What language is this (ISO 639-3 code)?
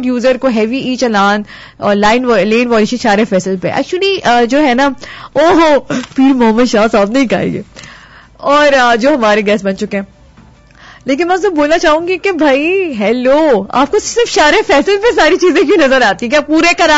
urd